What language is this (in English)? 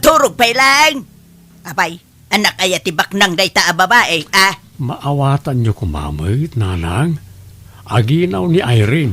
Iloko